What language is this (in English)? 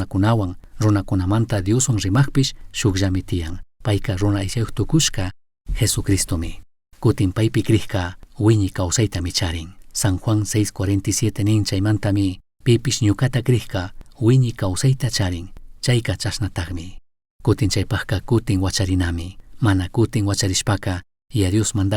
Chimborazo Highland Quichua